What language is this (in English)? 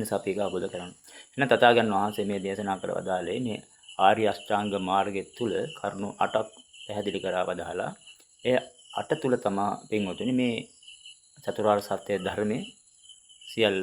Sinhala